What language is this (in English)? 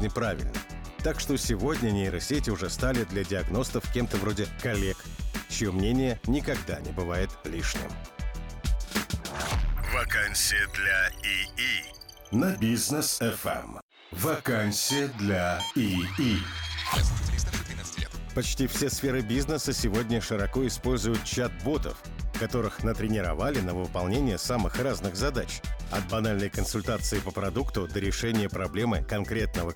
Russian